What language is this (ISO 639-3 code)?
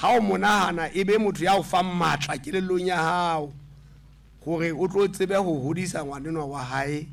sot